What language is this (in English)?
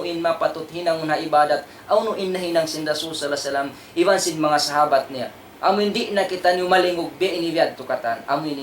Tausug